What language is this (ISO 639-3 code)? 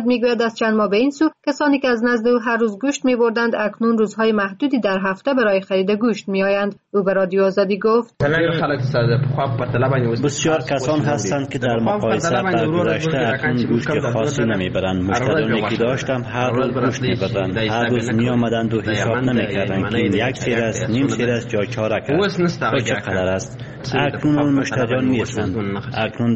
fas